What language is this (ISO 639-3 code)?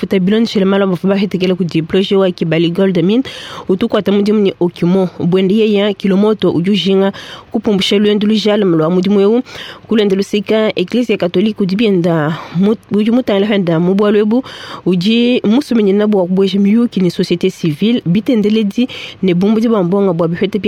lua